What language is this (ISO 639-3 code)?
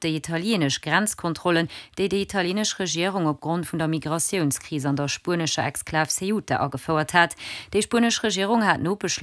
ltz